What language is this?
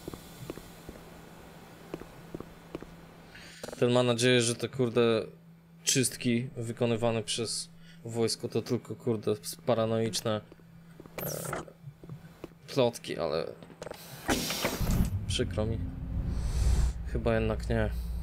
Polish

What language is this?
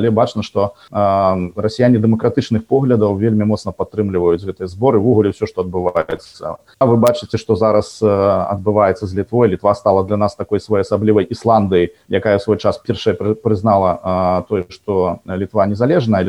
Belarusian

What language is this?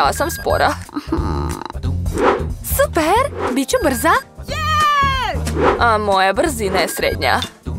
Serbian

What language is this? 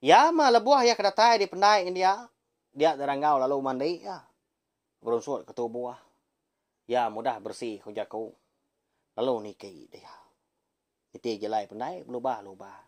Iban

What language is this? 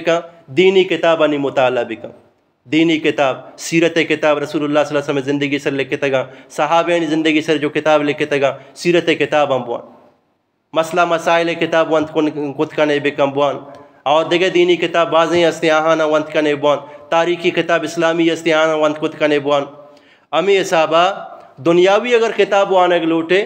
Eastern Balochi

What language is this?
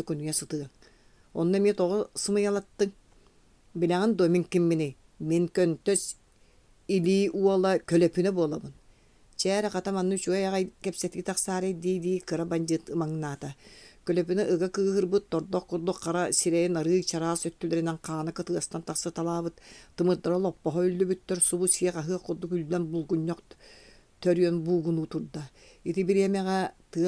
Yakut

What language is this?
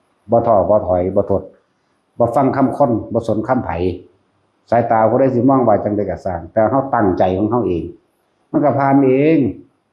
Lao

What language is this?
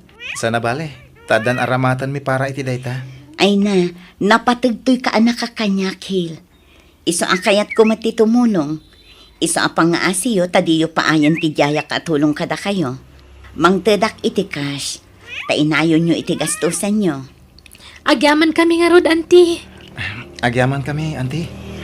Iloko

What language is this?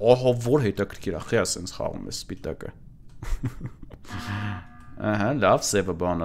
Armenian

